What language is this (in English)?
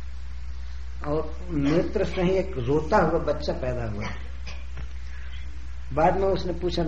Hindi